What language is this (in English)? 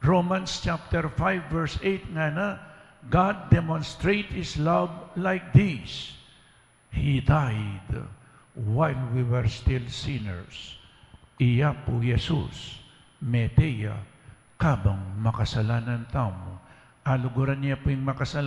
Pampanga